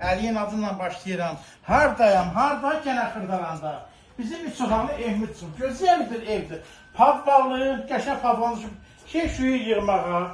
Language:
Azerbaijani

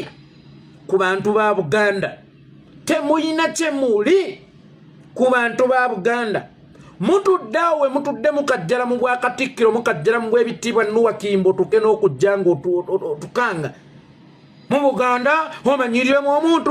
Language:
Ganda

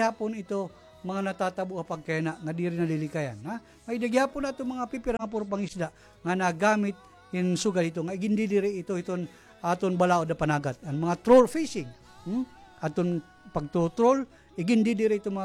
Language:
Waray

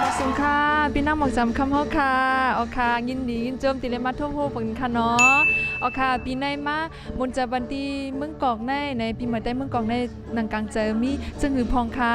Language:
Shan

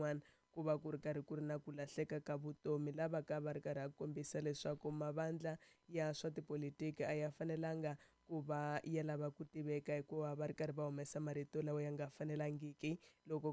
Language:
Tsonga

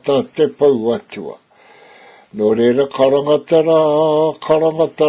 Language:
Māori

